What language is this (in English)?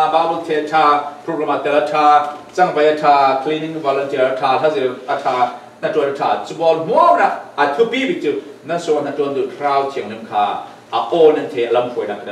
Falam Chin